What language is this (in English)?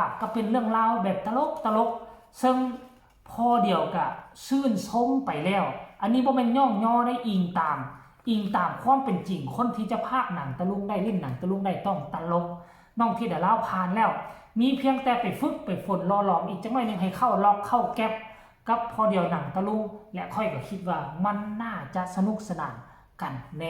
Northeastern Thai